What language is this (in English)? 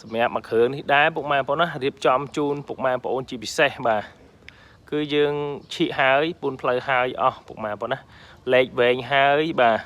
Khmer